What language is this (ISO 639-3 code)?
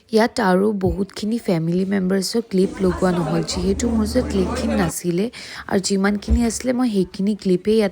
asm